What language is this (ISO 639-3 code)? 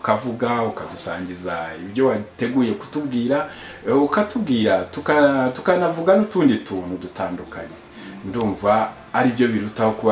kin